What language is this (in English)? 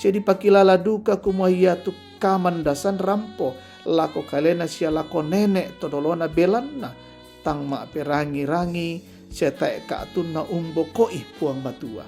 Toraja-Sa'dan